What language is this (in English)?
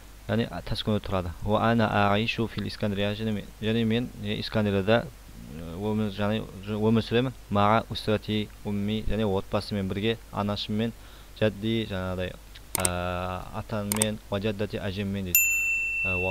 Kazakh